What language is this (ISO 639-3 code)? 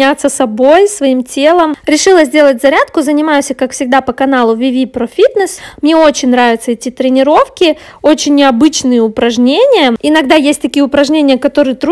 rus